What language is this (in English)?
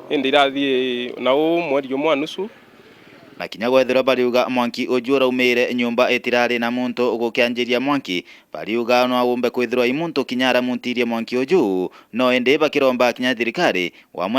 Meru